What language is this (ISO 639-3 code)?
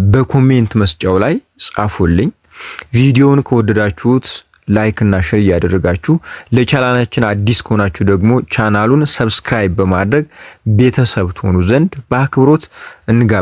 amh